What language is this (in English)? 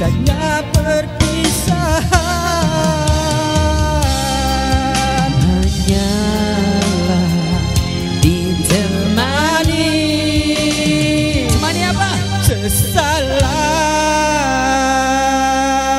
Malay